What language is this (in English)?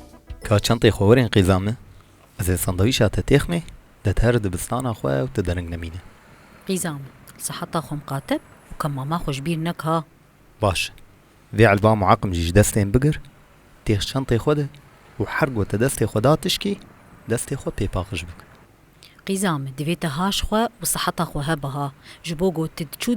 Kurdish